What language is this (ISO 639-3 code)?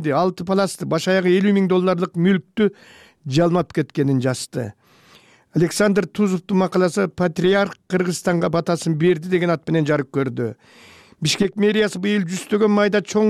kir